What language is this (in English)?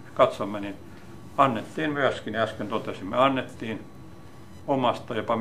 Finnish